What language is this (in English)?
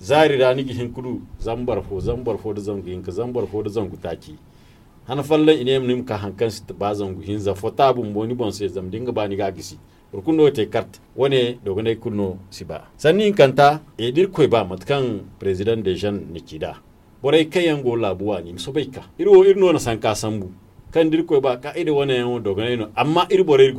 Zarma